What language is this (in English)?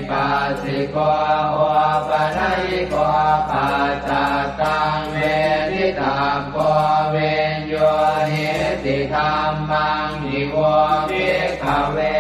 Pali